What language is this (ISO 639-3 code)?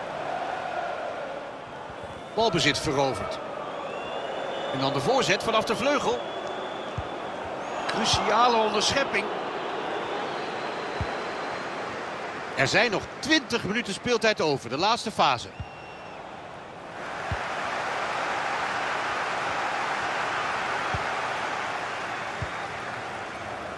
nld